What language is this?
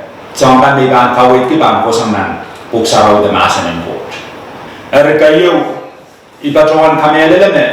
Pohnpeian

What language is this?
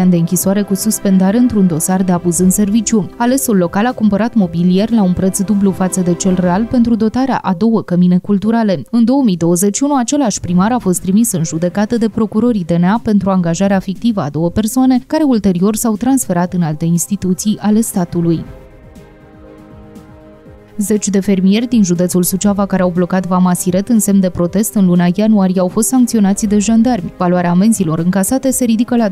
Romanian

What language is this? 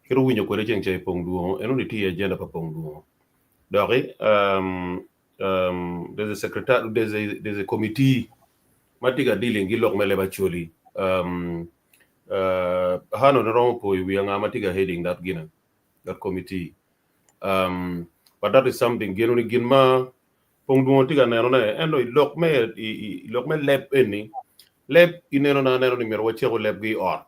Acoli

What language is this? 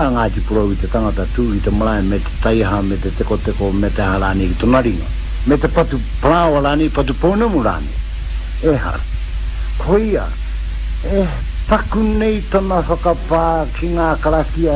Māori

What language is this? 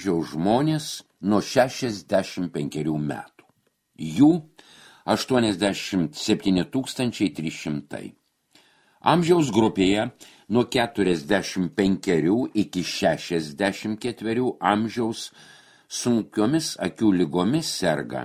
Lithuanian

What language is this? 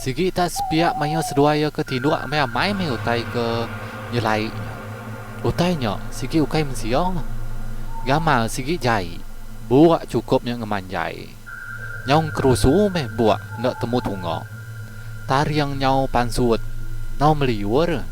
Iban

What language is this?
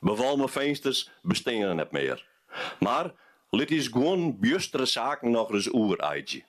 Western Frisian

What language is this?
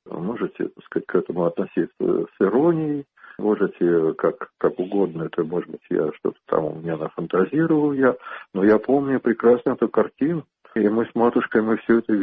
Russian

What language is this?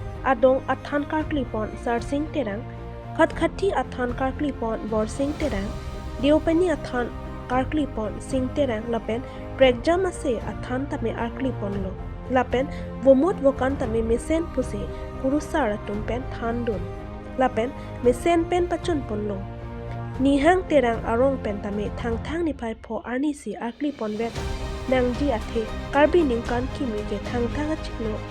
Karbi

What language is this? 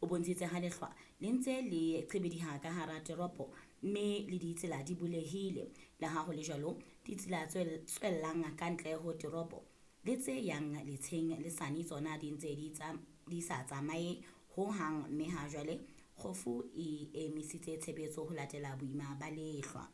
Southern Sotho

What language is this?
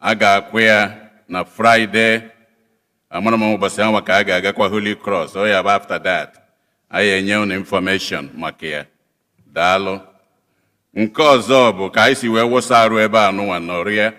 Igbo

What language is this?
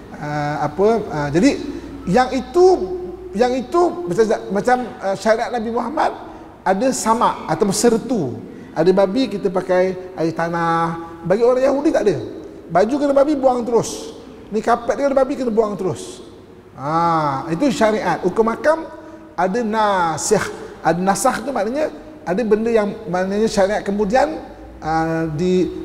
Malay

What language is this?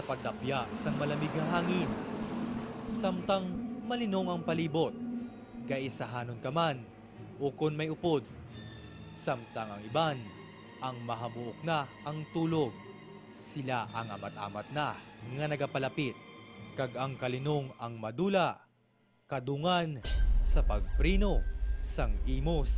Hiligaynon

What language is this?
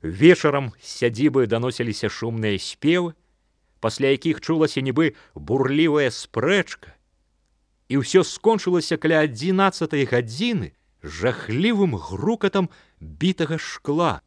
Belarusian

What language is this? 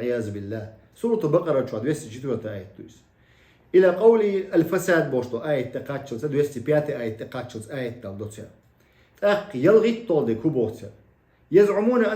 Chechen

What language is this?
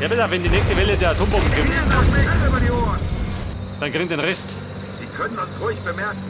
Bavarian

